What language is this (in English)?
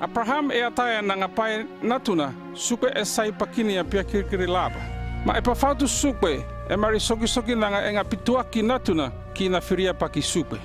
North Efate